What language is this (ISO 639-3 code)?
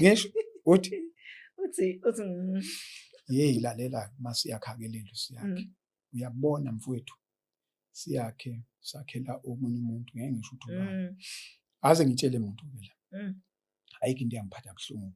zul